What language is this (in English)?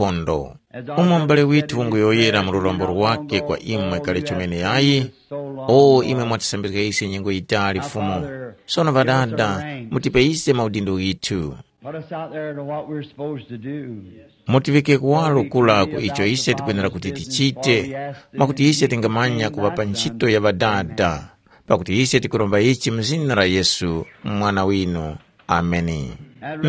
Tumbuka